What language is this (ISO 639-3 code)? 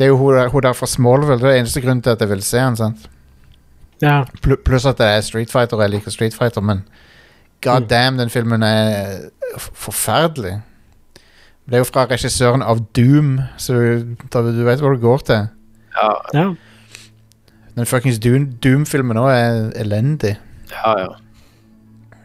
nor